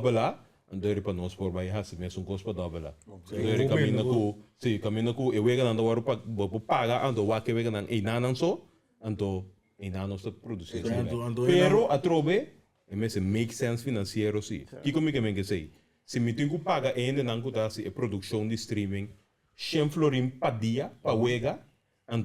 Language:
Papiamento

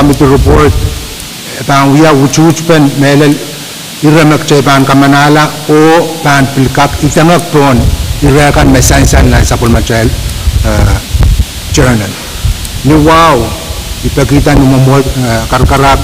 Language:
Pohnpeian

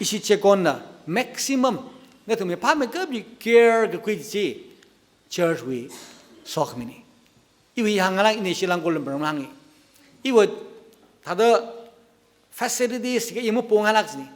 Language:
Tangkhul Naga (India)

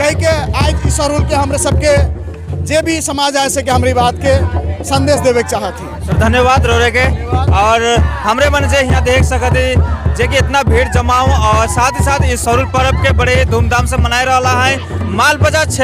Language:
Sadri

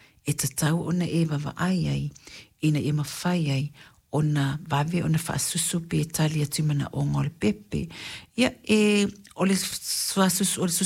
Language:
Samoan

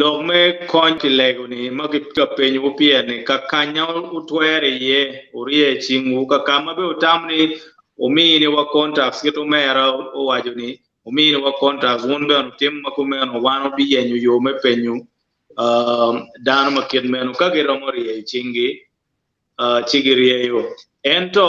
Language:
Acoli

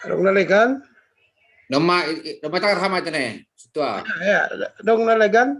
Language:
Batak Simalungun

